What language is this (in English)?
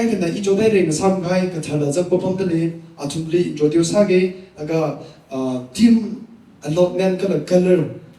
Tangkhul Naga (India)